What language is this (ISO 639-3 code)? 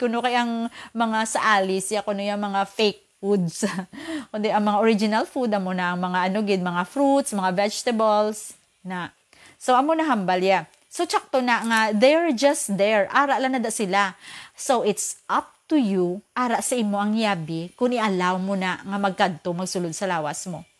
hil